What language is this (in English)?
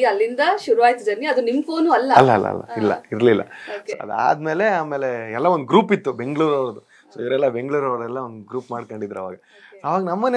Kannada